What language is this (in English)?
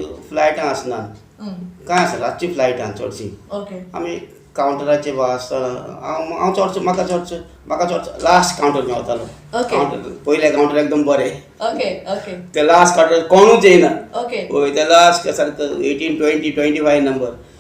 Konkani